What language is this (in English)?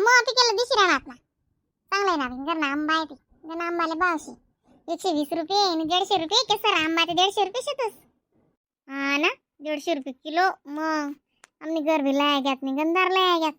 Khandesi